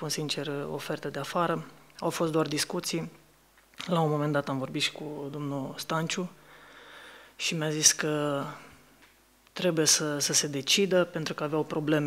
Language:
Romanian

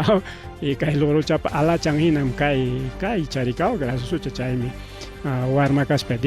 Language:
Ayacucho Quechua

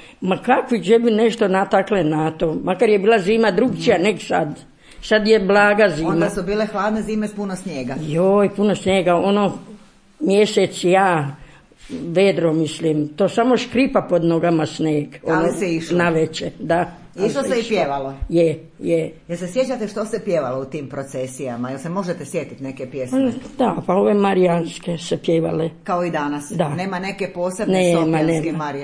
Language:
Croatian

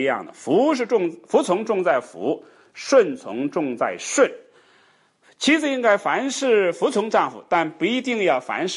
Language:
Chinese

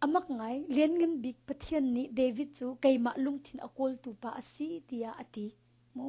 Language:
Hakha Chin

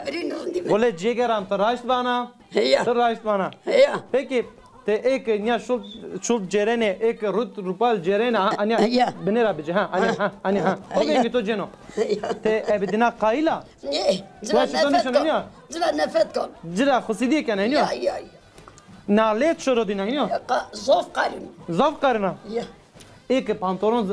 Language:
Zaza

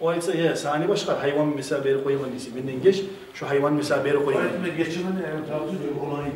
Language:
Kumyk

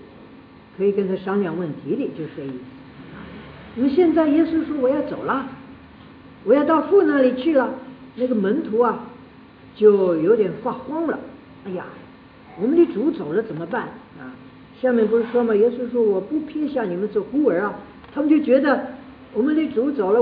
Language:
Chinese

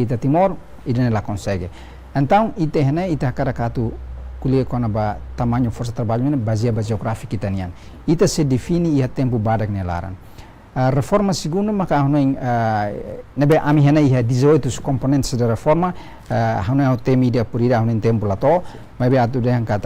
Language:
Tetum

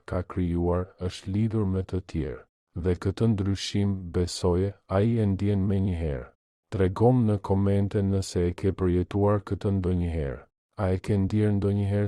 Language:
Albanian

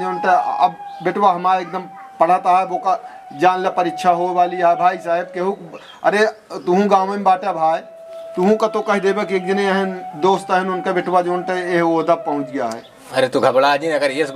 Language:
Awadhi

